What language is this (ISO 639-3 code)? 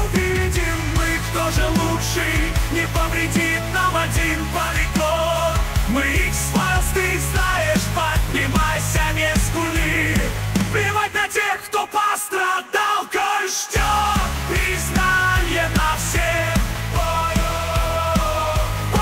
rus